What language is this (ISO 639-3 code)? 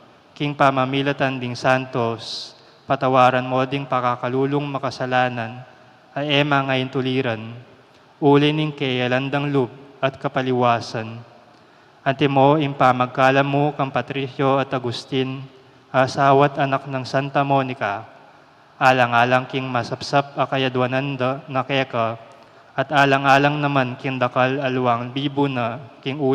pam